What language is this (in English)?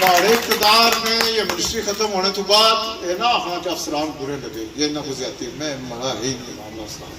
Pahari-Potwari